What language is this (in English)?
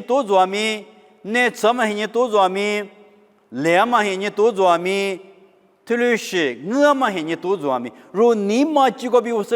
Lisu